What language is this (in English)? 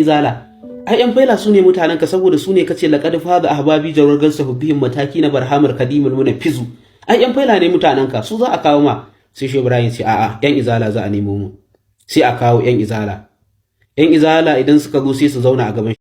Hausa